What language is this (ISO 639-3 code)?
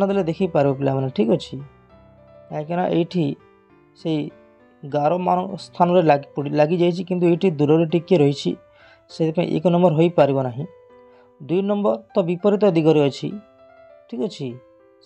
ori